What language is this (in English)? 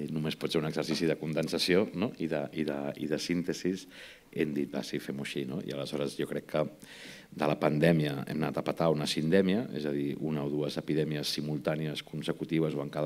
Catalan